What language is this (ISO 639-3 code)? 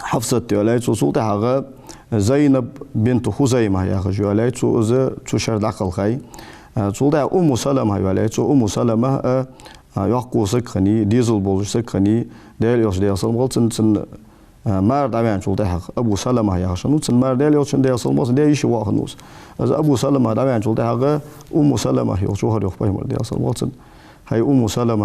inh